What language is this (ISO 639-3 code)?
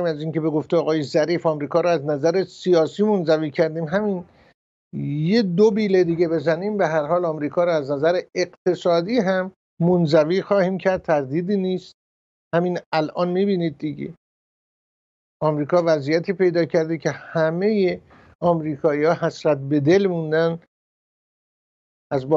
fas